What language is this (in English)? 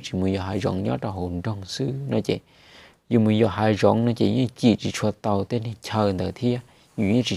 Hmong